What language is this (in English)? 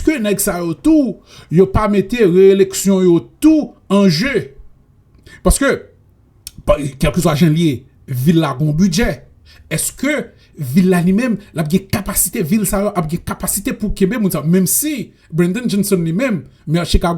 Haitian Creole